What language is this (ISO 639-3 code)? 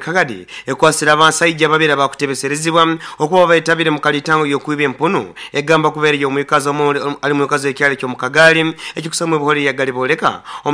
nyo